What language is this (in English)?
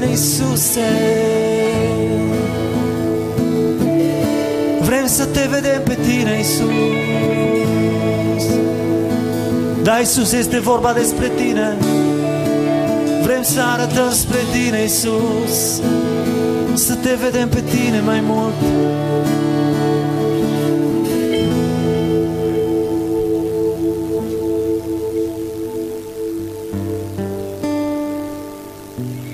Romanian